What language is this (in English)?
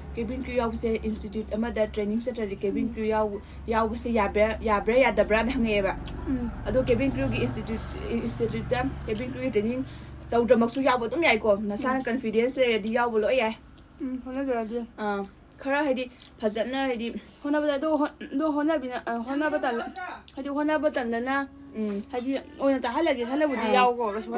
Manipuri